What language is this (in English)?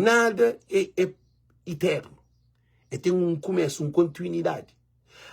Kabuverdianu